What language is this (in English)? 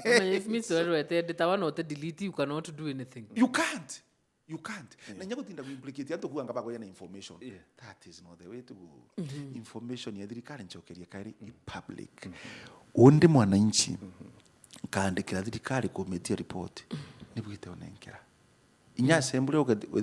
Meru